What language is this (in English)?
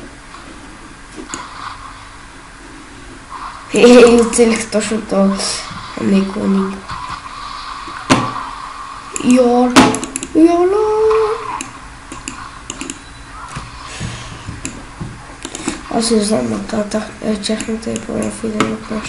Bulgarian